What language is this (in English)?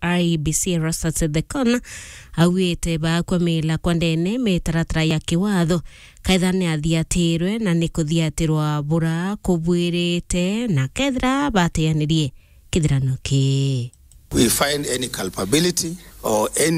Meru